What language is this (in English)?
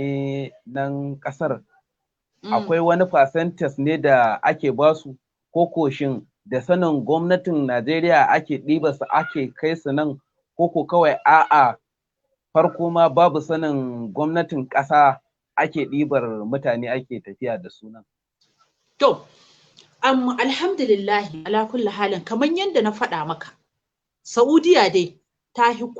Hausa